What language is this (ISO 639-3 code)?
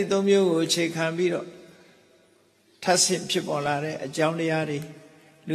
mya